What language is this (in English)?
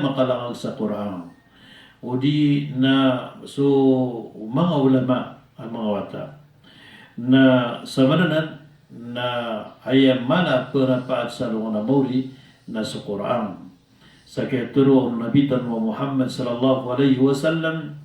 Maranao